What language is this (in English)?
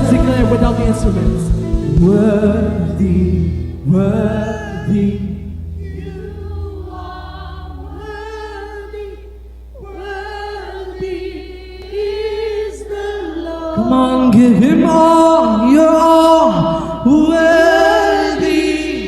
Hiligaynon